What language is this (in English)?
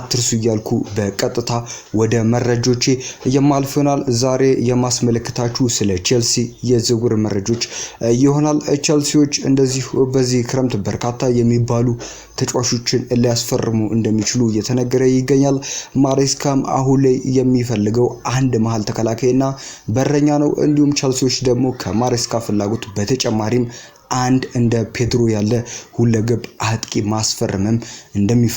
Amharic